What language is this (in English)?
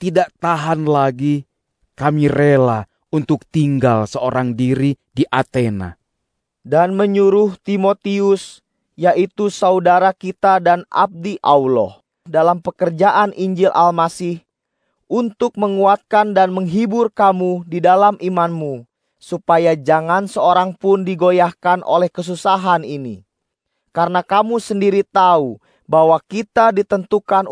Indonesian